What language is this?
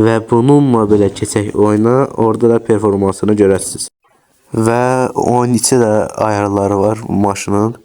Azerbaijani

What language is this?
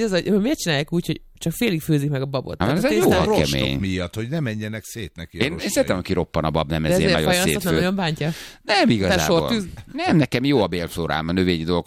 Hungarian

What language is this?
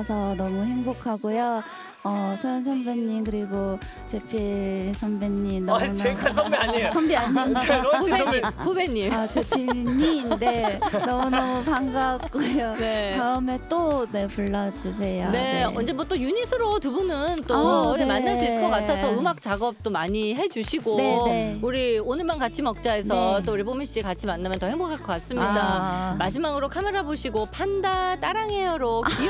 Korean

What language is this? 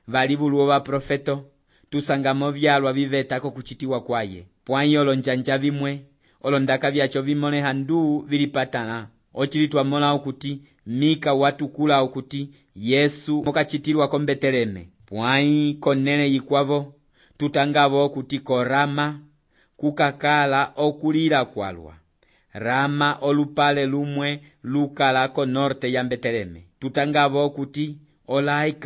Umbundu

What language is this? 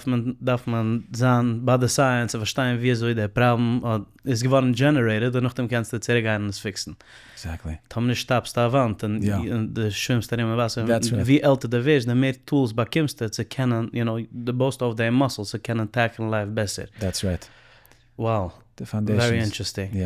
Yiddish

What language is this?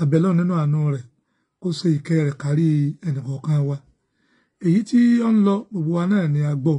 Yoruba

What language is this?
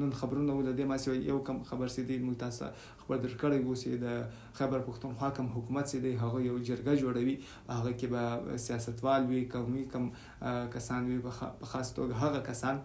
Pashto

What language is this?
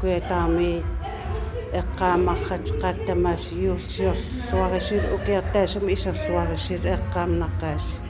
Kalaallisut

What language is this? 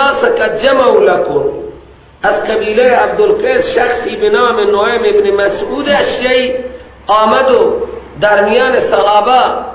Persian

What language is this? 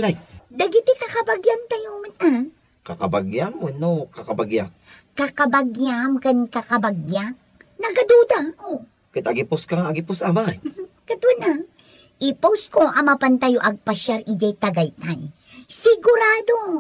Iloko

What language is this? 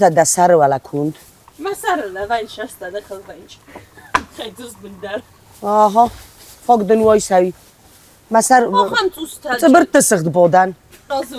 Ossetic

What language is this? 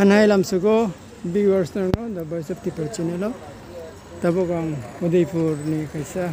Kok Borok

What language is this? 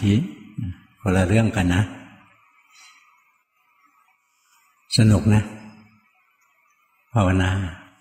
Thai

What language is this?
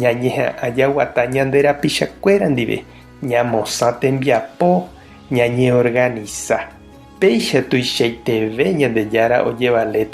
Guarani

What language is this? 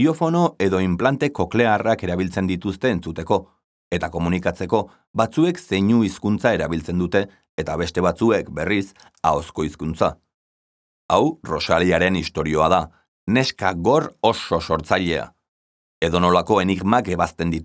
Basque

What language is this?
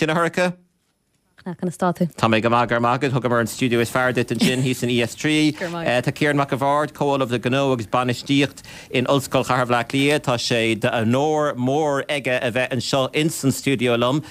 Irish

